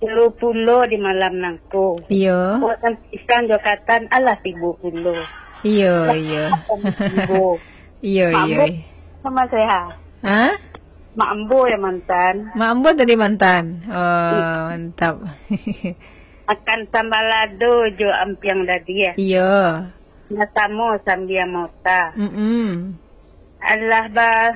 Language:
Minangkabau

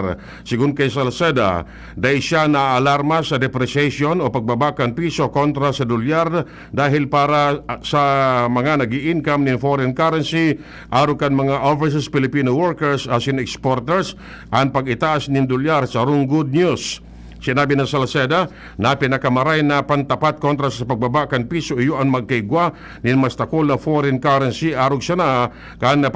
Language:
Bikol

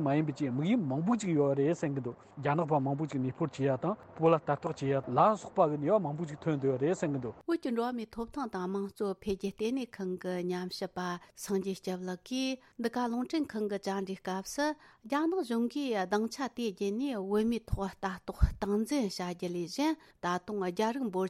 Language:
Tibetan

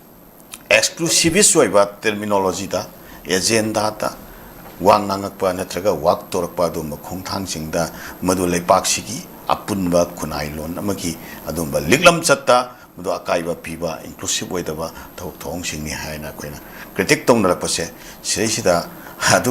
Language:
Manipuri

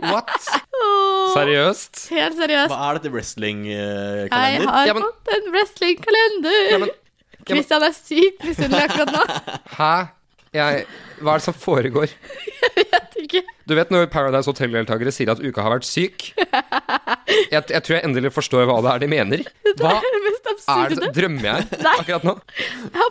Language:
Norwegian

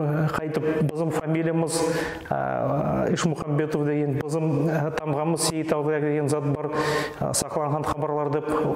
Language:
Nogai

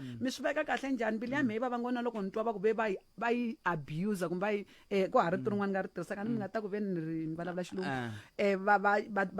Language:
Tsonga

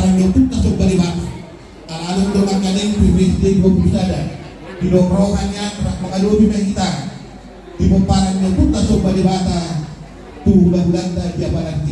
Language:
Batak Toba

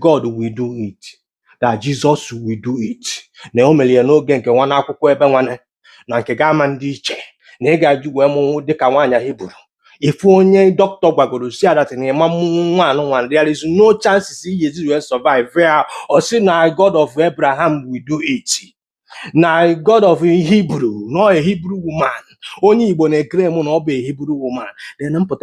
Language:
Igbo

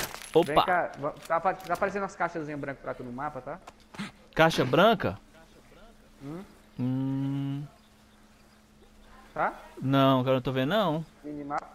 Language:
Portuguese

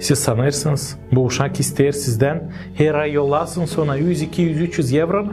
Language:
Gagauz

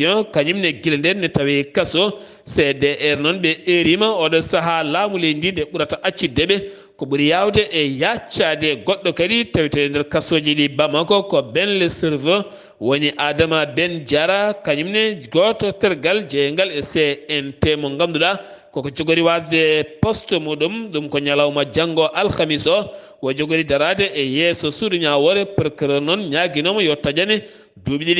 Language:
Fula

